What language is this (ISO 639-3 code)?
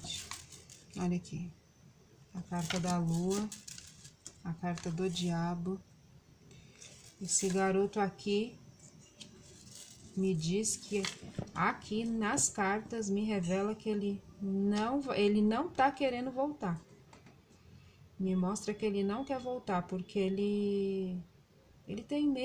por